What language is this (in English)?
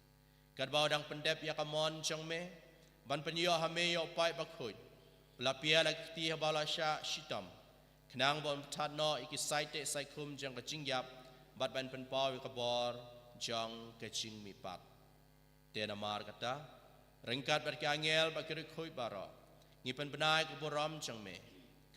Khasi